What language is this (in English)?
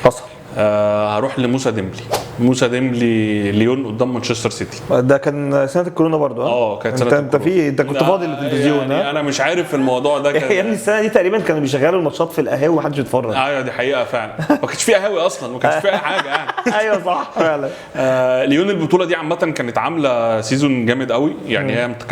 Egyptian Arabic